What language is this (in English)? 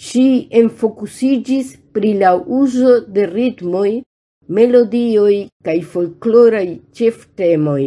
Esperanto